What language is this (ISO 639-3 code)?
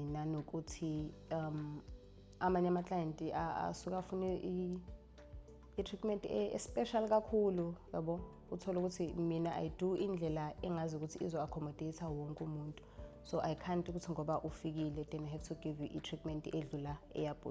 zul